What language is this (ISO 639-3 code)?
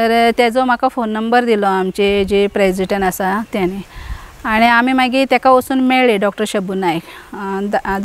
kok